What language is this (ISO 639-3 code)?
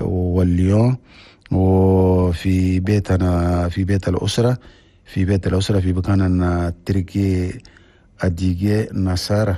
shu